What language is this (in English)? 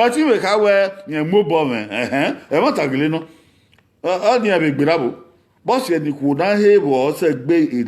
Bini